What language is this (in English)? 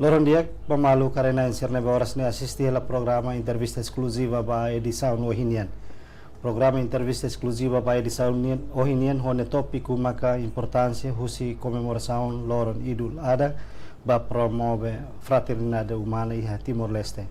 Tetum